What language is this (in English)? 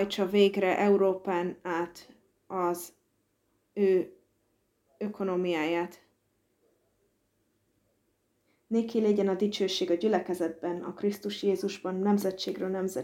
Hungarian